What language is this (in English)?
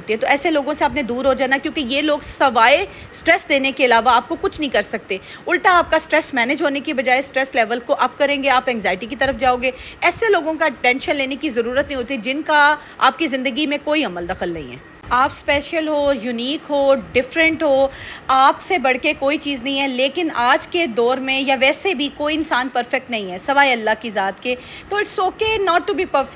Urdu